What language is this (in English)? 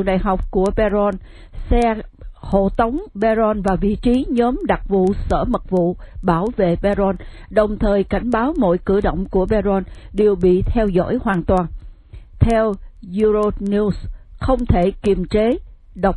Vietnamese